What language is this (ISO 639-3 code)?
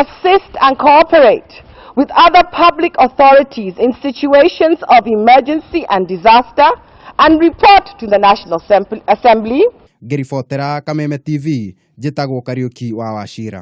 kik